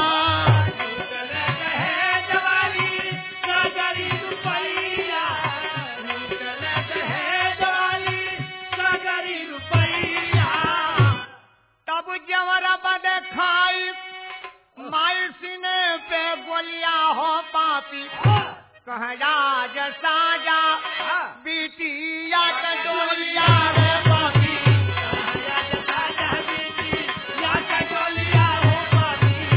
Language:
Bhojpuri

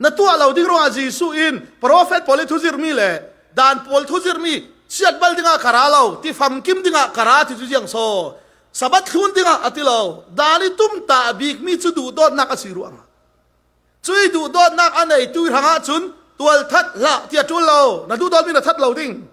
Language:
Falam Chin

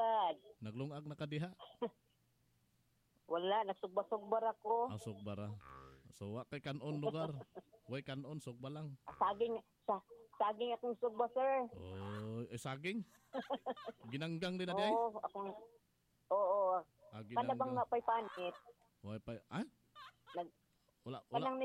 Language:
Cebuano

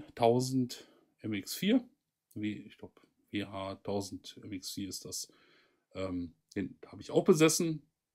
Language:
German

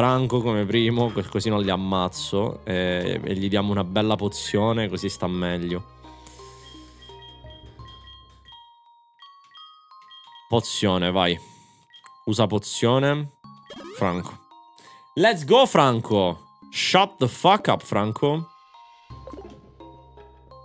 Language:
Italian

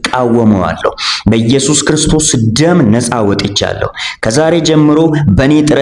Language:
Amharic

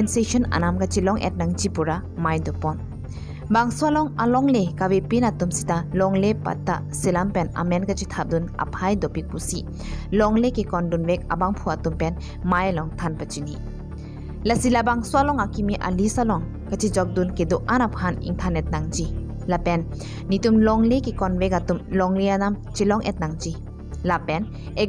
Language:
Karbi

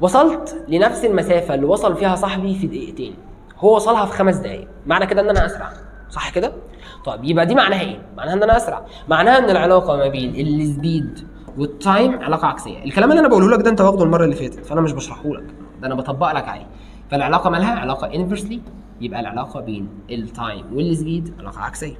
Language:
Egyptian Arabic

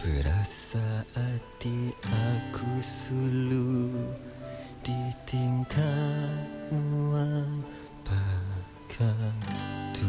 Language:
Iban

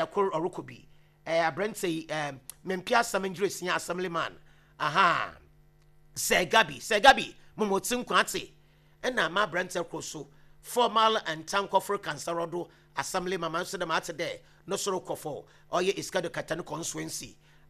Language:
Akan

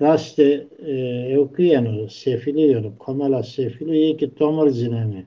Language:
Zaza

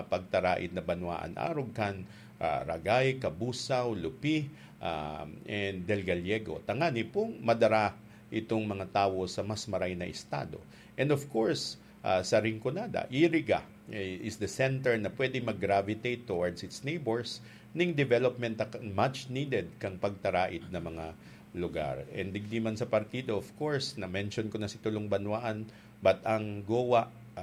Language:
Bikol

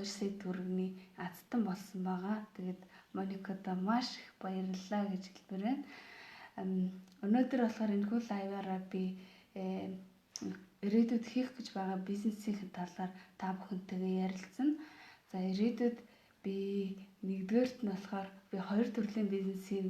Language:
Mongolian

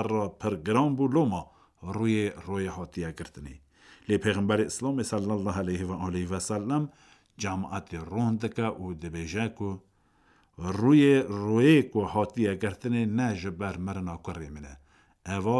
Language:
Kurdish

